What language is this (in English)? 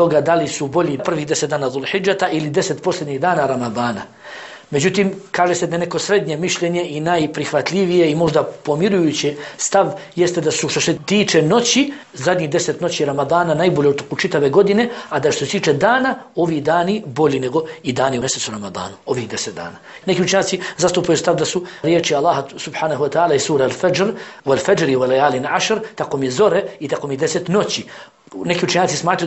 Bosnian